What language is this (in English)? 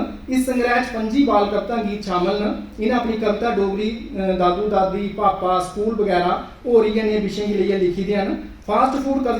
Dogri